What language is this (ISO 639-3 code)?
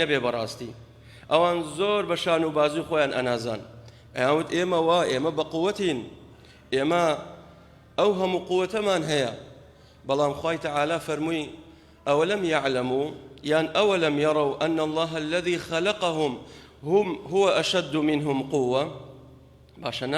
ckb